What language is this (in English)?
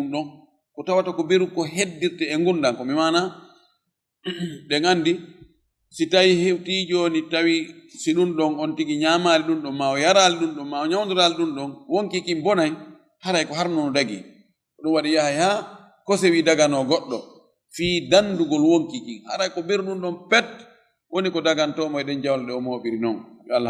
Fula